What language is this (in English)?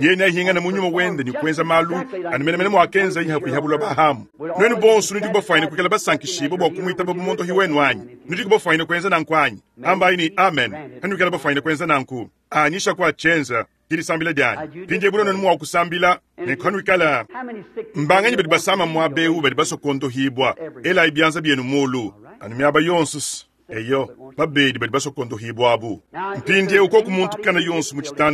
Luba-Lulua